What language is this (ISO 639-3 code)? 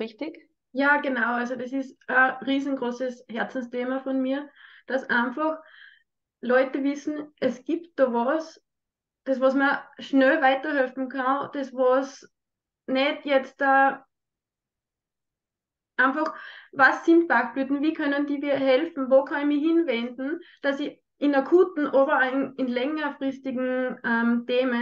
deu